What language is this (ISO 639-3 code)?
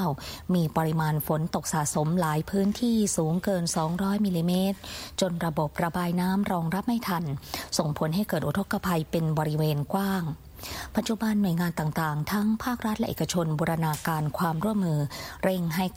tha